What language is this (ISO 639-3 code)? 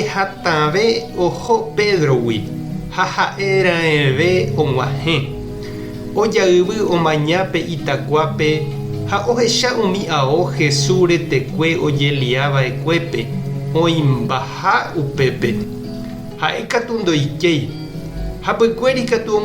grn